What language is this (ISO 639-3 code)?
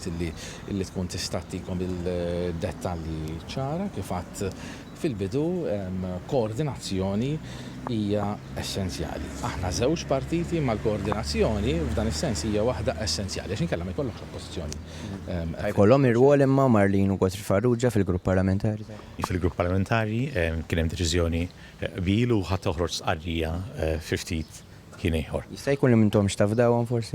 mlt